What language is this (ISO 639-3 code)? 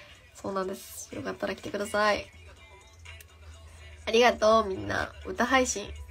jpn